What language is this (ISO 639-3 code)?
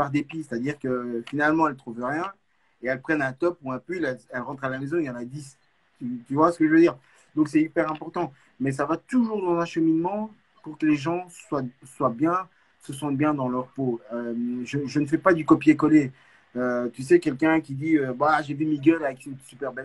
fra